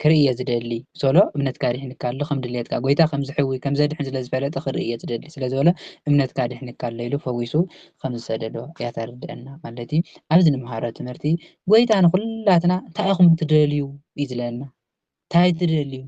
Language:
Tigrinya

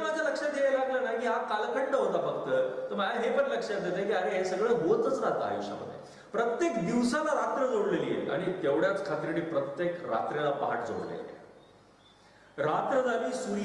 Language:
Marathi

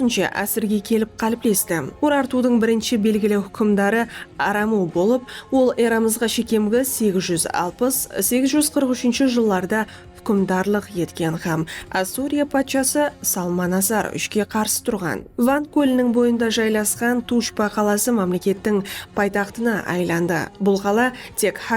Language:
Kara-Kalpak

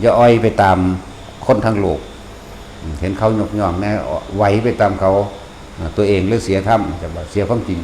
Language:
Northeastern Thai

